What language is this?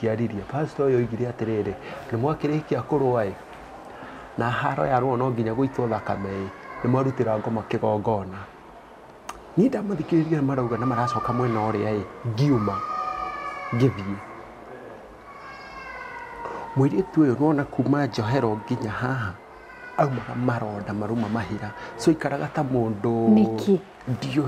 Kikuyu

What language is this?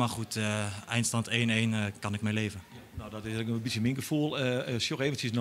Western Frisian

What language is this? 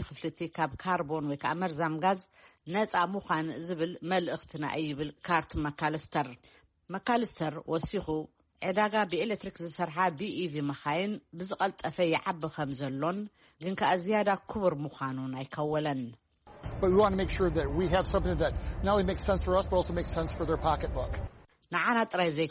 Tigrinya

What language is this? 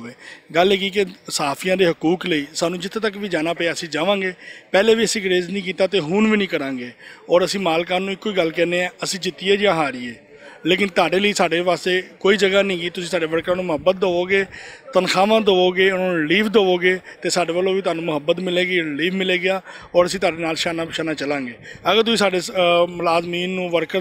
Western Panjabi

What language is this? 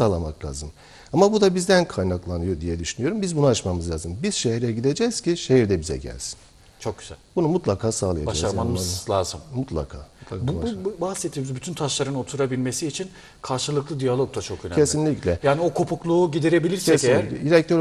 Turkish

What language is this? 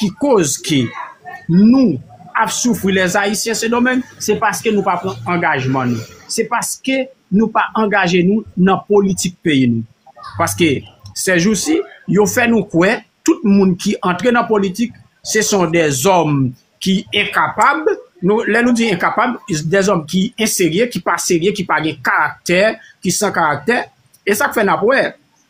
Haitian Creole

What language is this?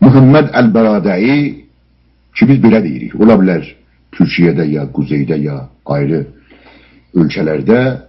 South Azerbaijani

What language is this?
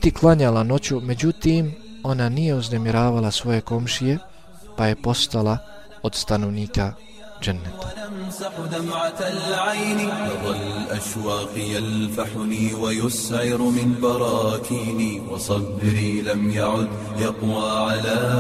Bosnian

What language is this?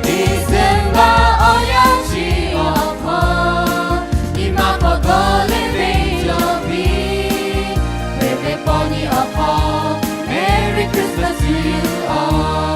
Lahu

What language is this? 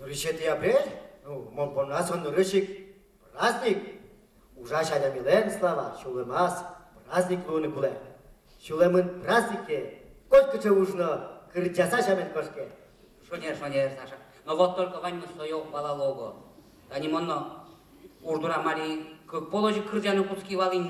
Udmurt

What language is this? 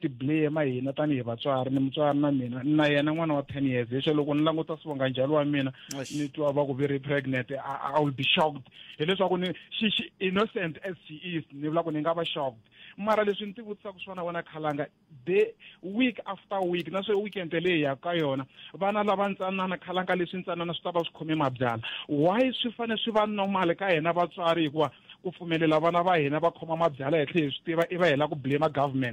Tsonga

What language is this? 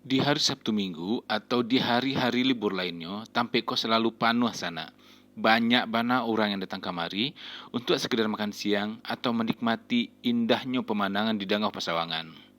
Minangkabau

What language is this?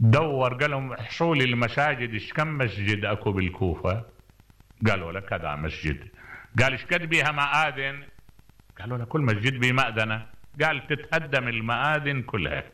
Mesopotamian Arabic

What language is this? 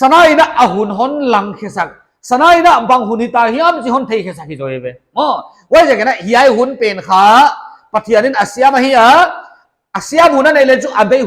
Paite Chin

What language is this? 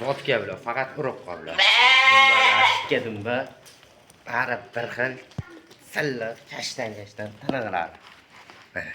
Uzbek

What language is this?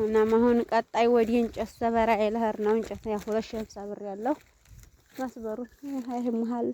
Amharic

